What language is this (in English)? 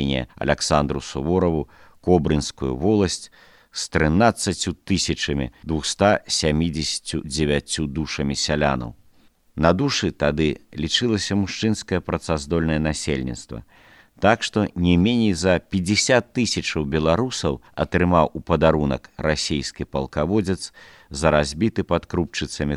Belarusian